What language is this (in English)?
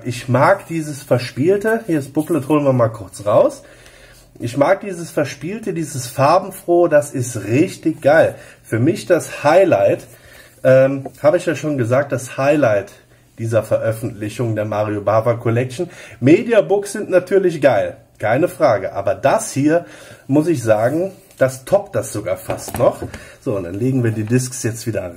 German